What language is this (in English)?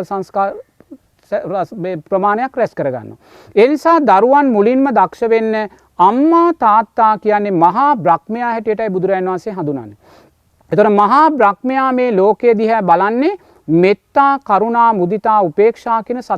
Sinhala